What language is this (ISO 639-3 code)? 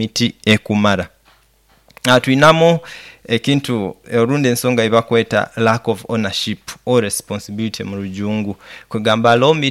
nyo